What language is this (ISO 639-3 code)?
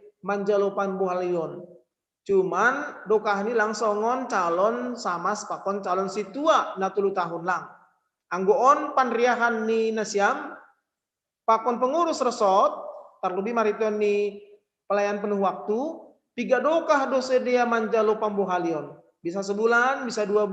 bts